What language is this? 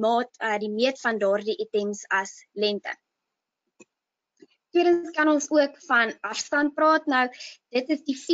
Afrikaans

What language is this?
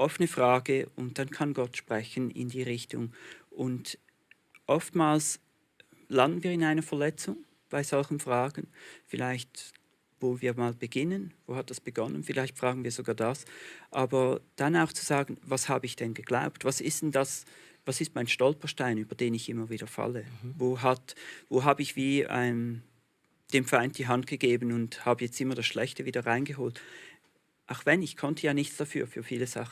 Swiss German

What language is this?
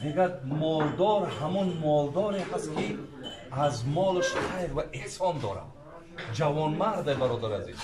Tajik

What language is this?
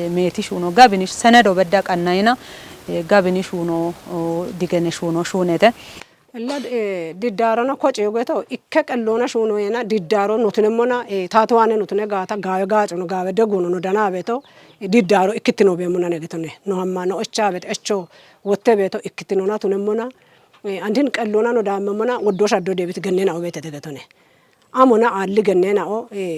Kafa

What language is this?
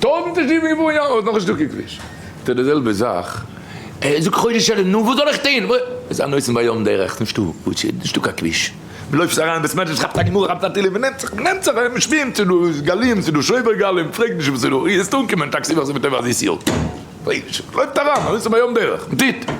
Yiddish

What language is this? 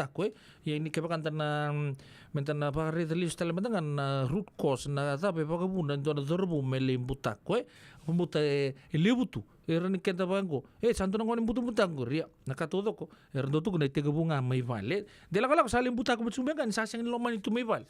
Fijian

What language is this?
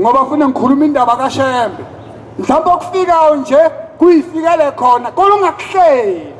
Zulu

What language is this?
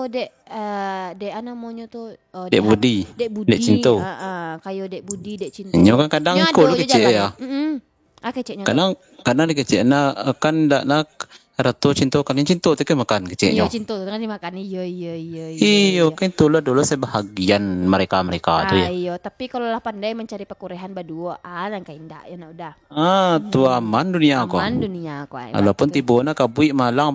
Minangkabau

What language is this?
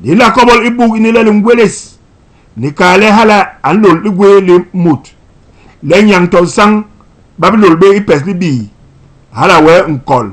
Basaa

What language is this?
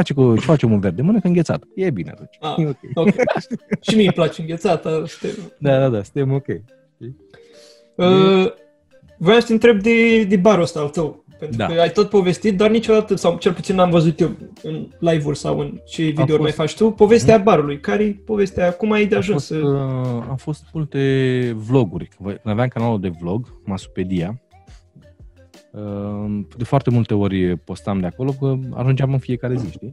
Romanian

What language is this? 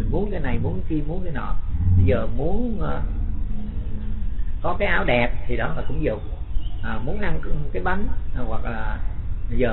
Vietnamese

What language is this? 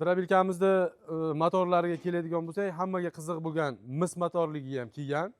Uzbek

